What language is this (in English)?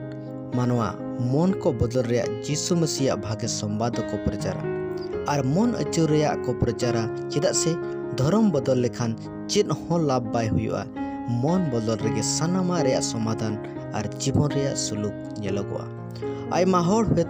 Santali